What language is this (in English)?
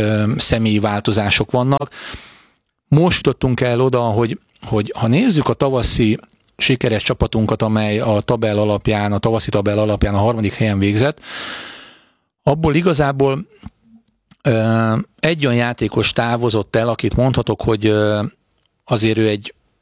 Hungarian